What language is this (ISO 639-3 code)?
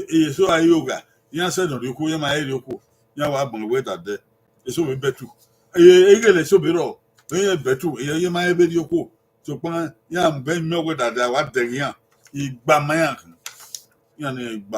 bin